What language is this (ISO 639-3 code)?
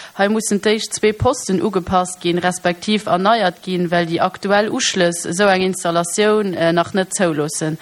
ltz